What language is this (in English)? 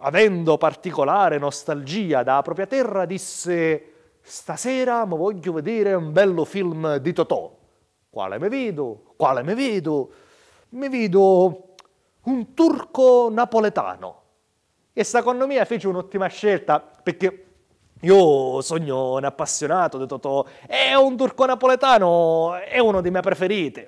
Sicilian